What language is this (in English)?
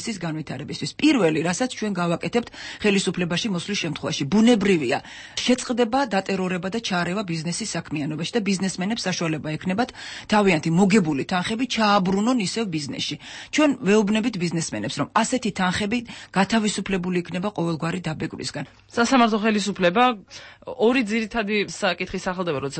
Georgian